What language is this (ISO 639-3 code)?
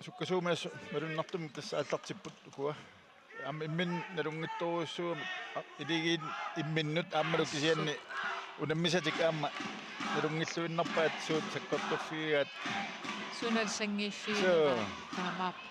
kal